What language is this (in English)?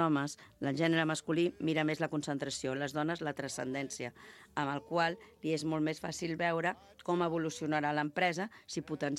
Catalan